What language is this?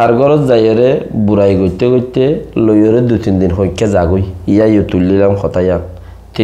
Rohingya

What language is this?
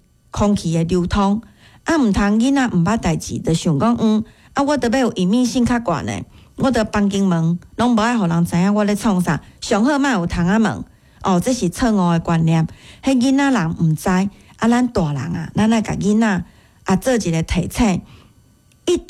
Min Nan Chinese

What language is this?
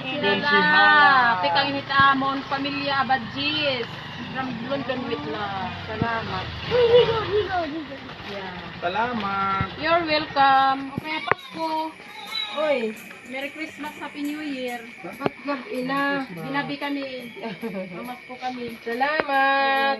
Waray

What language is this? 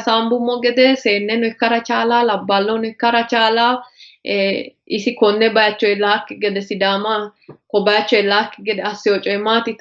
Sidamo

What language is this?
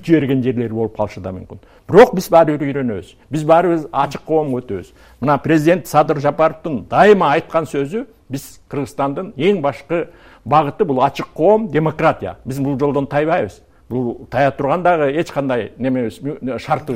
Kyrgyz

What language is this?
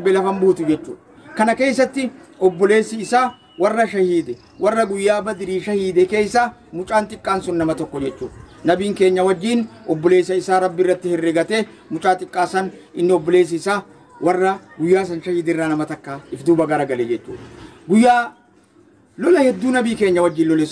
Oromo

